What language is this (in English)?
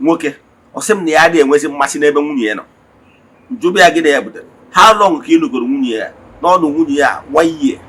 Igbo